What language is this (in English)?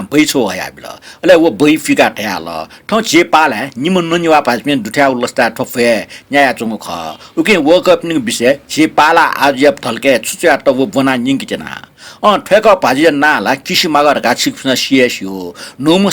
Newari